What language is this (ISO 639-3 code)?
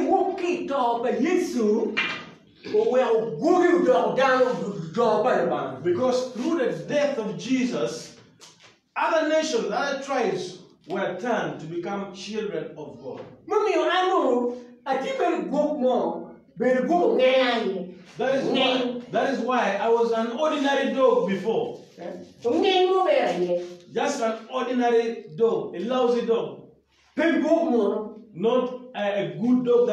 ach